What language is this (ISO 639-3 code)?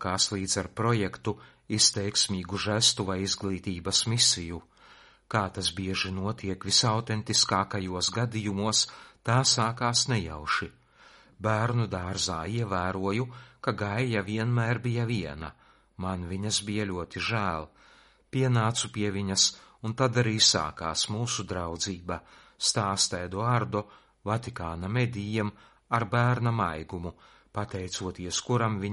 lav